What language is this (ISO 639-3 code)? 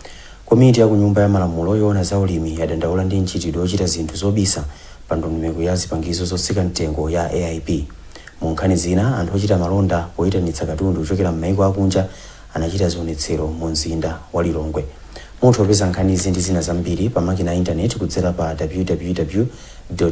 nya